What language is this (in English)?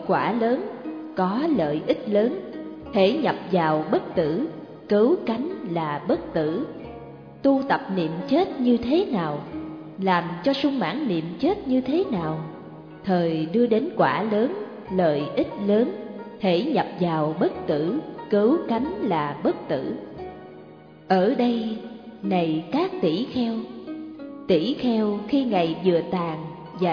Vietnamese